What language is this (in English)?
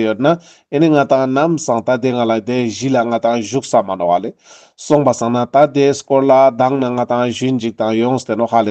Ladakhi